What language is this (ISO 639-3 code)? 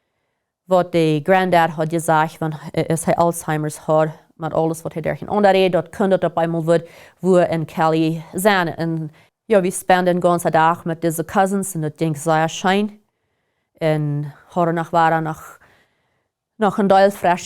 pdt